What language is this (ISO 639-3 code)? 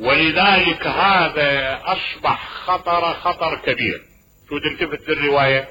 acm